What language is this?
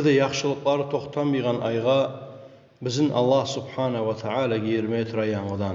Kumyk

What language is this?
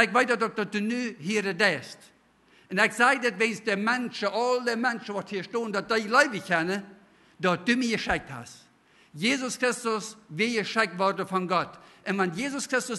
Plautdietsch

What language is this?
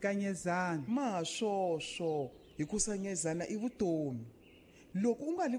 Tsonga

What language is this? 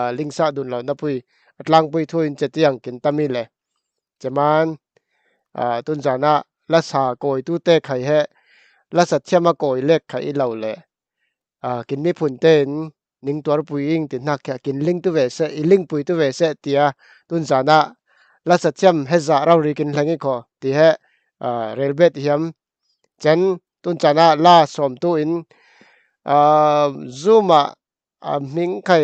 Falam Chin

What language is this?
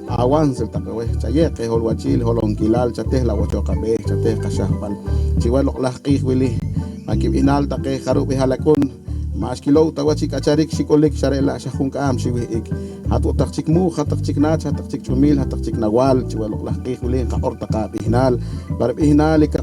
Poqomchi'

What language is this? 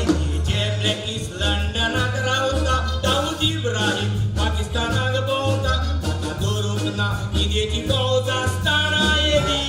Konkani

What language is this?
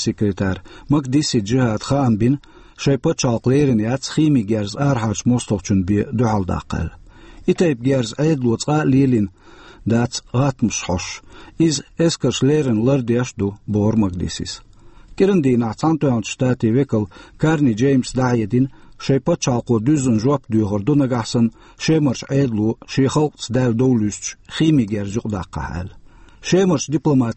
Chechen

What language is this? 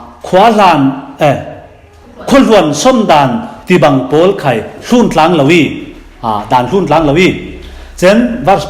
Falam Chin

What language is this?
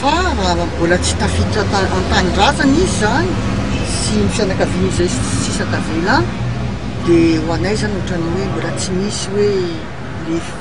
Malagasy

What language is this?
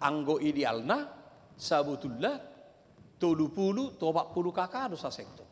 Batak Toba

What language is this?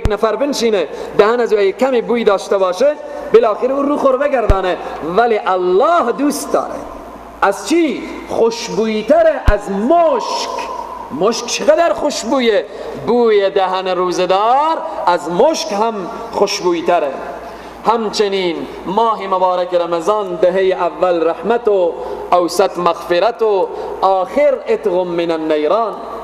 Persian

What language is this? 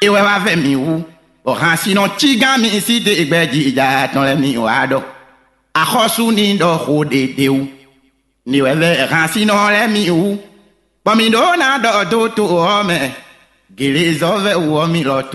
Fon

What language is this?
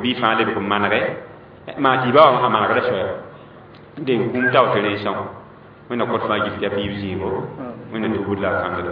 Mossi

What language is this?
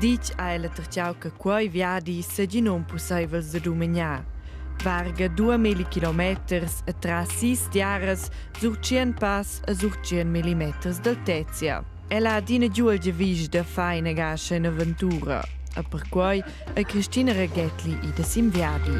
Romansh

